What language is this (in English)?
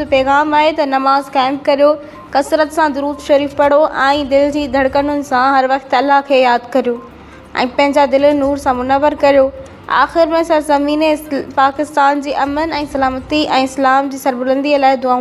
Sindhi